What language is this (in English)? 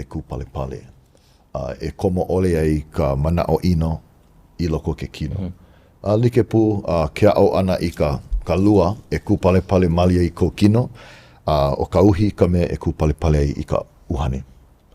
Hawaiian